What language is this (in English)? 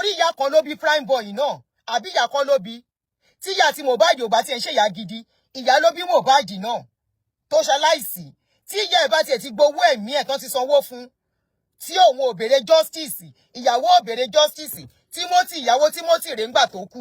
Yoruba